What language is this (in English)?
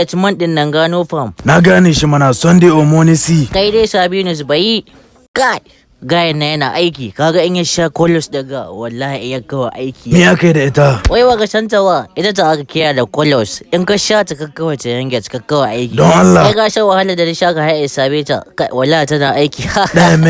Hausa